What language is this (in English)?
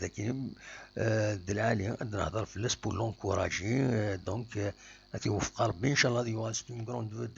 Kabyle